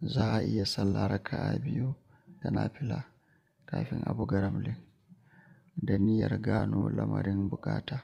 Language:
Hausa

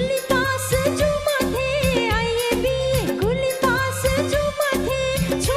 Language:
Newari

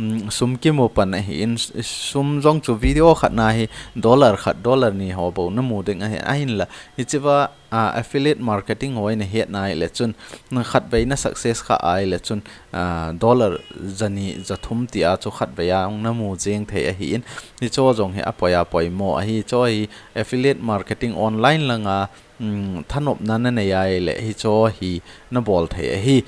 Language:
Thado Chin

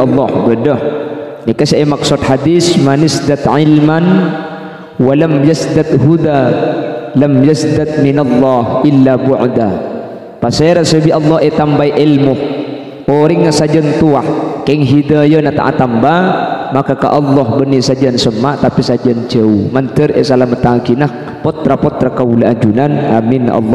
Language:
Madurese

